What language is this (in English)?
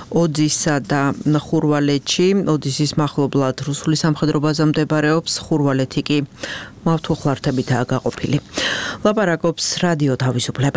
Georgian